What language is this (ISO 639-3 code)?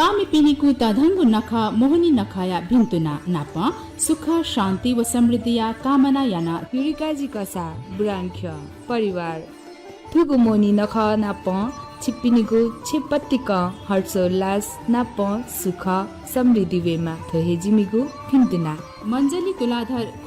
new